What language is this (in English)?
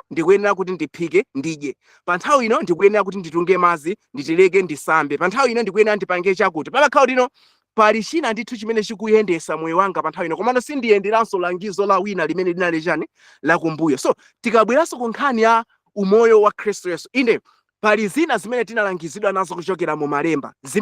Nyanja